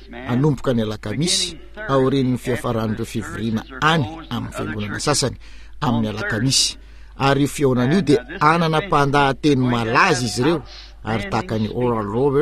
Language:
Malagasy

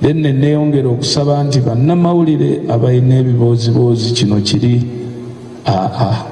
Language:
Ganda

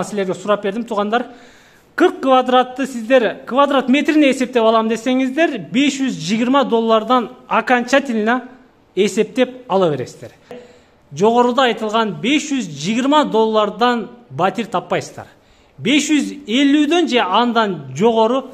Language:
Kyrgyz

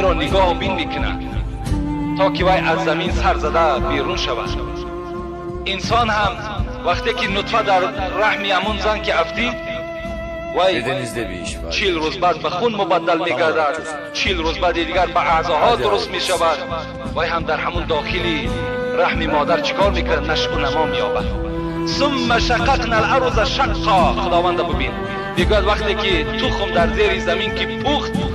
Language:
Tajik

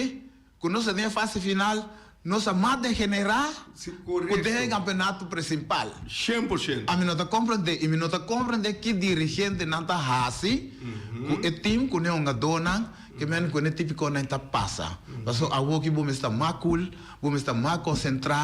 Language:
Papiamento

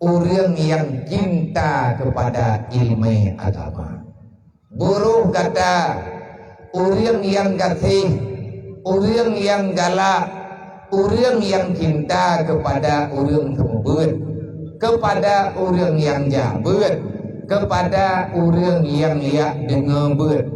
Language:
Achinese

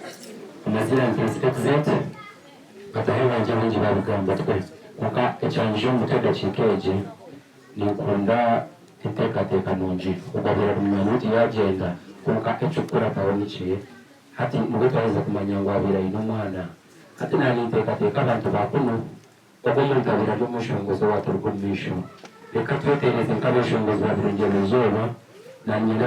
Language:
Nyankole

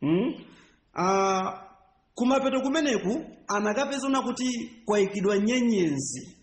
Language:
Nyanja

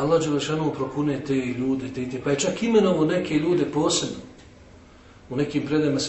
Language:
Bosnian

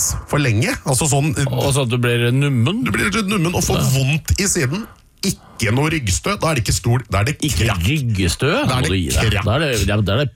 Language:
Norwegian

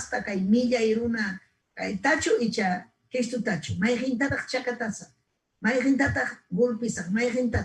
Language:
Ayacucho Quechua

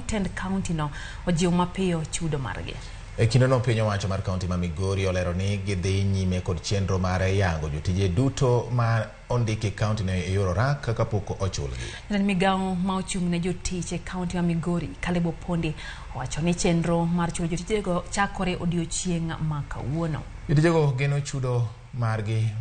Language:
Luo (Kenya and Tanzania)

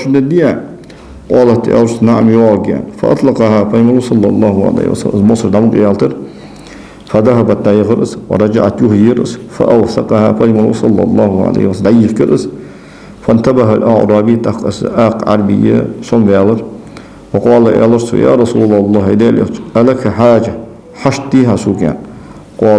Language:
Ingush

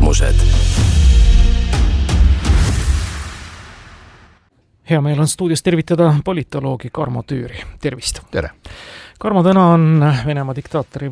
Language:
Estonian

